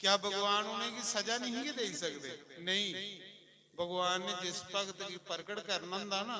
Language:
Dogri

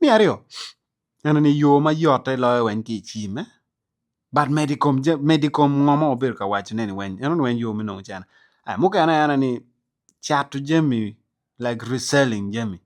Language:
Acoli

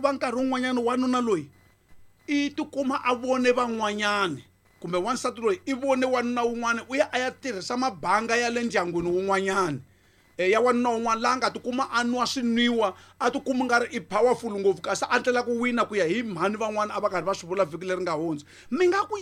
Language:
Tsonga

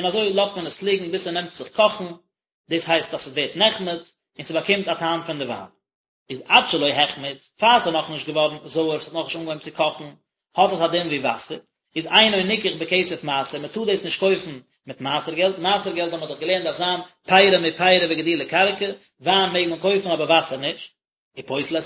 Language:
Yiddish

